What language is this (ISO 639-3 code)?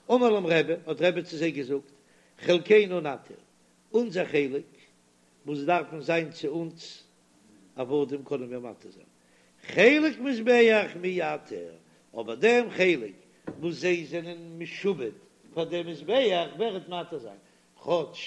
yid